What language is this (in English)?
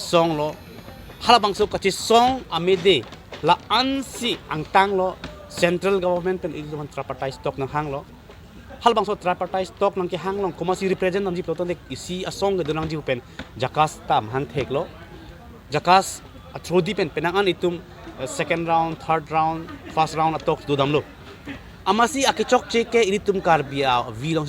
Karbi